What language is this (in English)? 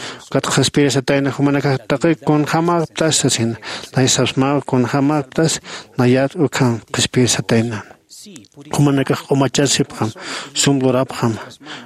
Aymara